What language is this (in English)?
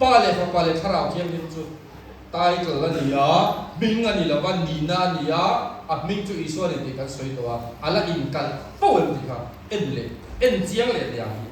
Mizo